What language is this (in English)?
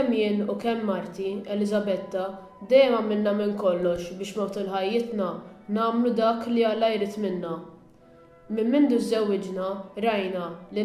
Maltese